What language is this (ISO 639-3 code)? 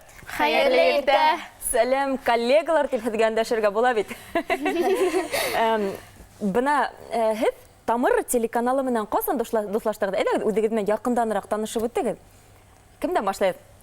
bak